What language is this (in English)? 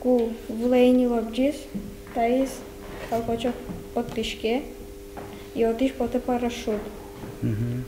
Udmurt